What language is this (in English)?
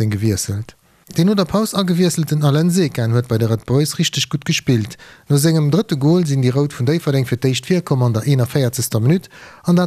Luxembourgish